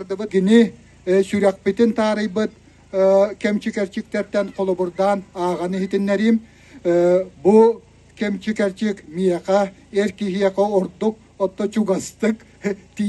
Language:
Yakut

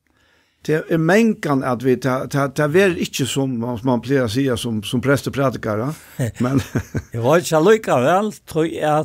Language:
Faroese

